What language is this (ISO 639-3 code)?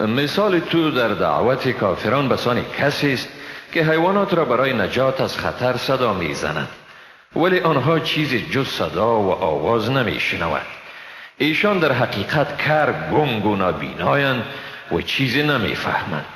fas